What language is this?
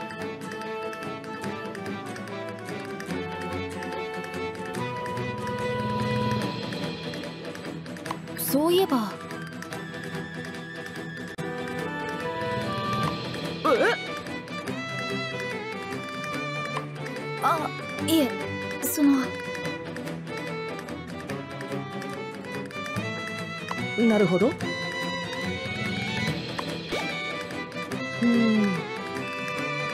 Japanese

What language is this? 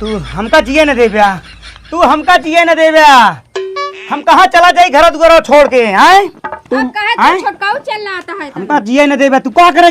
Awadhi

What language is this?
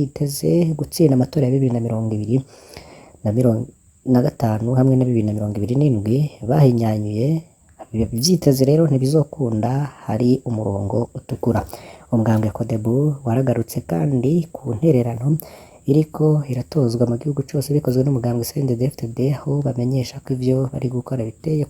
Rundi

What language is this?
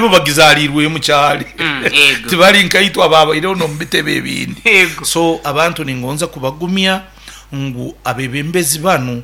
Nyoro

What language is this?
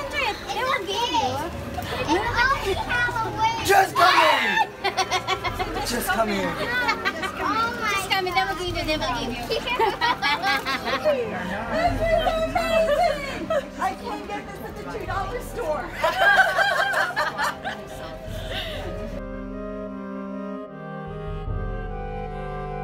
English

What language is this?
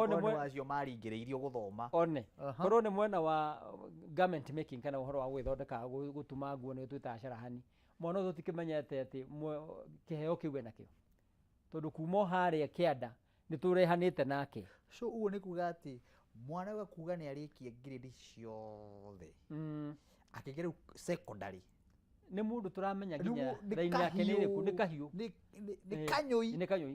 Kikuyu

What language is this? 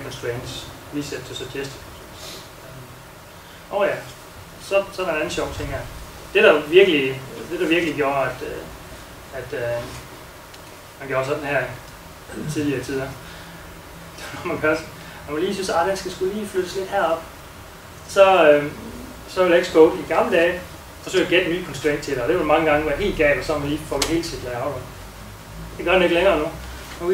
Danish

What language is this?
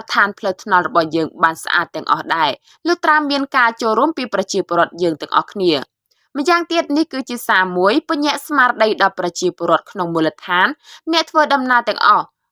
Khmer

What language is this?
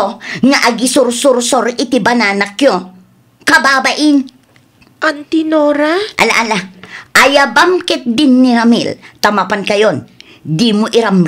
Iloko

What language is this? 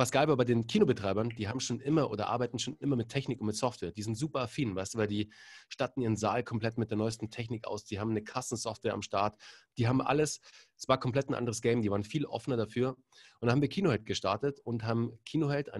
German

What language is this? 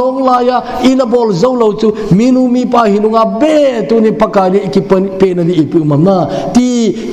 Thado Chin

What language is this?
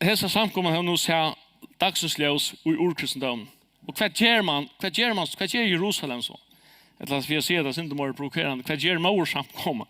Faroese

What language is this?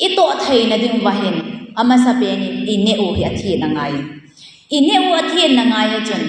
Thado Chin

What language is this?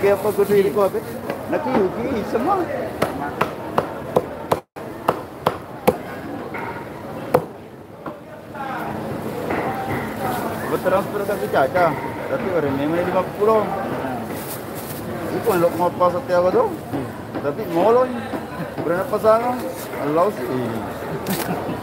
Indonesian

